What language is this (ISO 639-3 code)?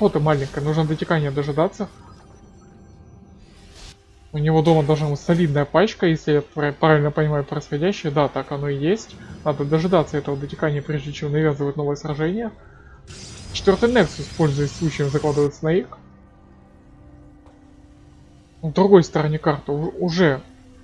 rus